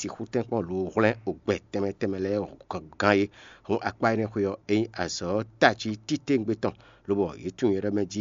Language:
Fon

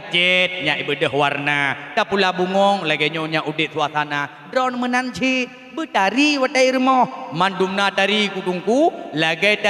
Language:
Achinese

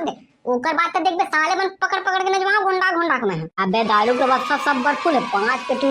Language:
Chhattisgarhi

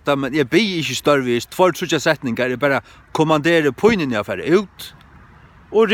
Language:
Faroese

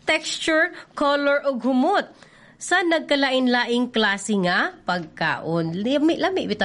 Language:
Cebuano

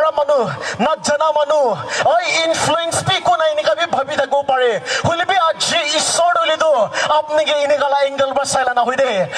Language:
Naga Pidgin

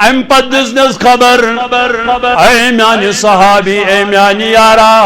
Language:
Kashmiri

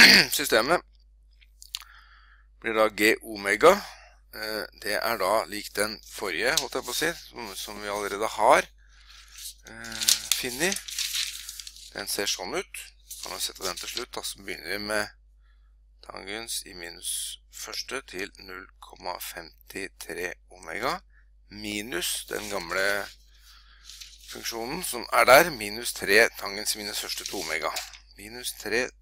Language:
Norwegian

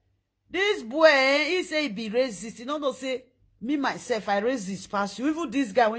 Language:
Nigerian Pidgin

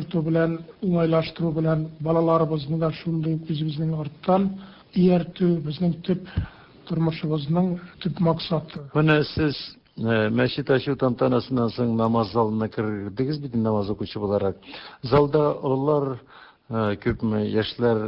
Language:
Tatar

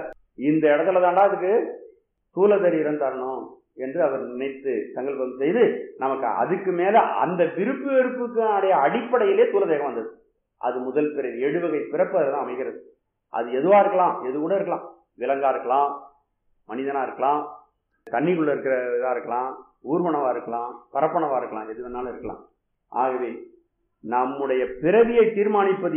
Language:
Tamil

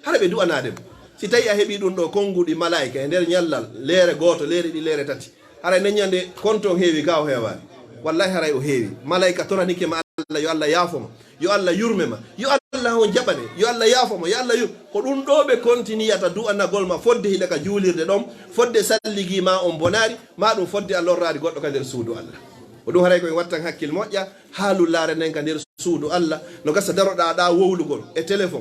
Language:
Fula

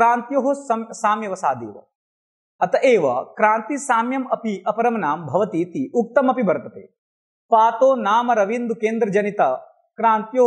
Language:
Sanskrit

